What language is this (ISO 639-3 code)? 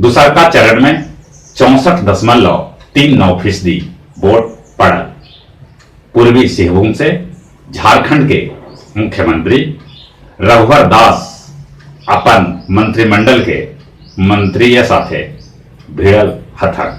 mag